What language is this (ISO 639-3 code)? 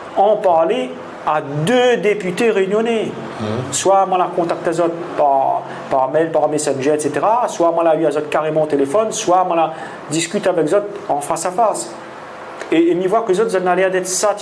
rcf